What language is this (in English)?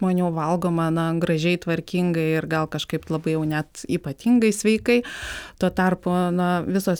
Lithuanian